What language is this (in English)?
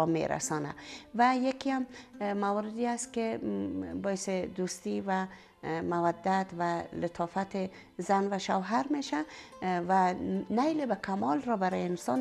Persian